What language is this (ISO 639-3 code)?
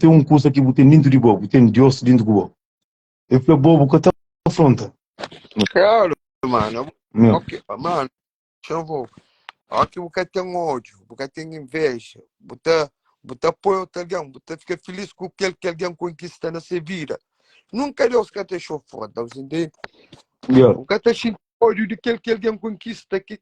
kea